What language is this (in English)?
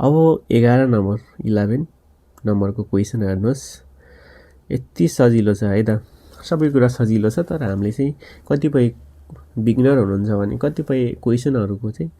Nepali